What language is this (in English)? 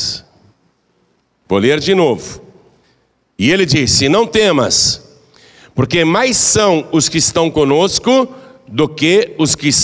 Portuguese